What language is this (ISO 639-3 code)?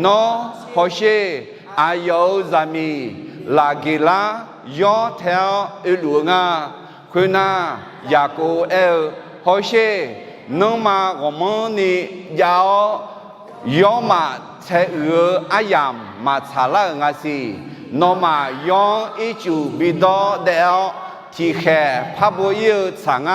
ahk